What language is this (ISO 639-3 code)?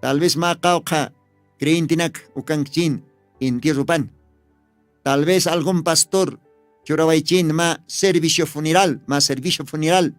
aym